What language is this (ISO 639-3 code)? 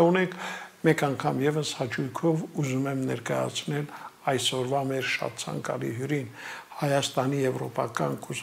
hye